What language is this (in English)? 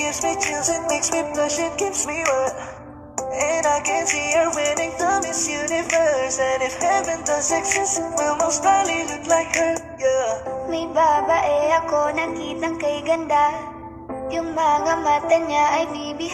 Cebuano